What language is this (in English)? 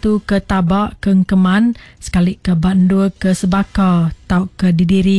Iban